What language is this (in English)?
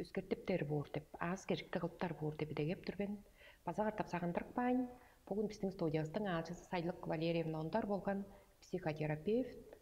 Tuvinian